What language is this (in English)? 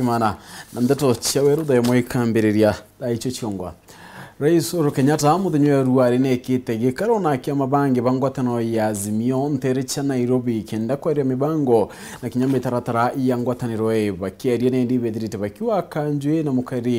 Meru